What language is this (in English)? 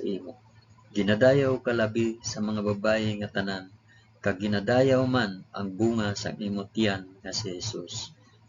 Hiligaynon